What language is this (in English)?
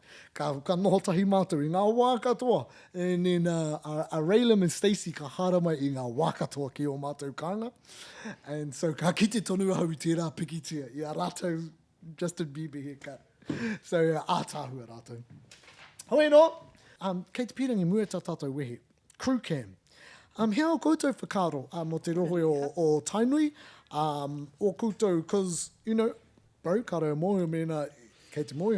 Māori